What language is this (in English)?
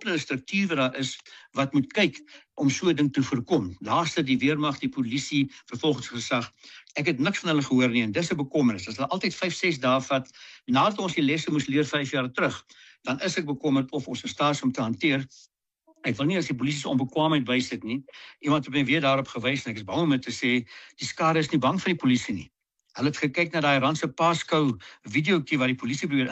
Afrikaans